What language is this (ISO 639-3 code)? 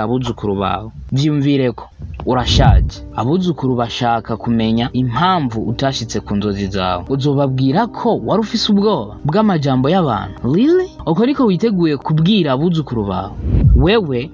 run